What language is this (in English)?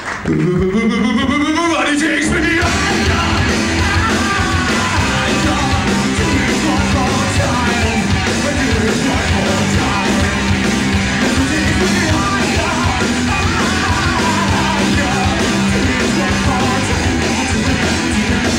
English